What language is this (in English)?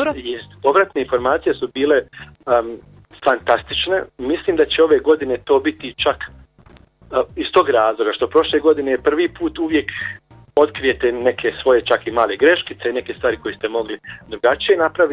Bosnian